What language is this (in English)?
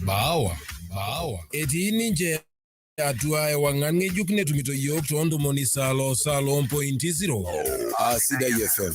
Masai